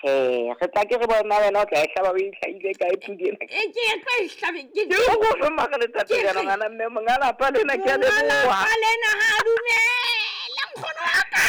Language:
Southern Sotho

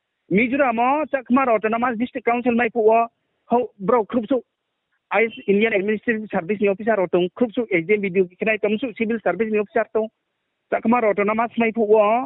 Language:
Riang (India)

